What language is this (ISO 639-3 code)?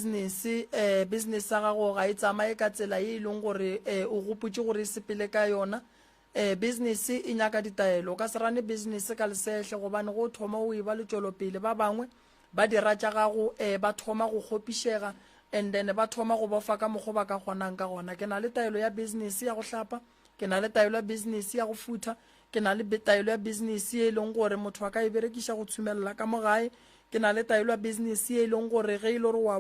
nso